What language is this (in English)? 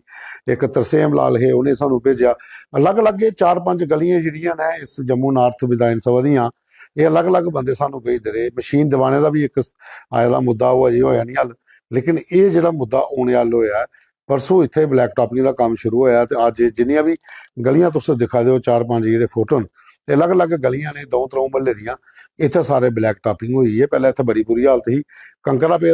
Dogri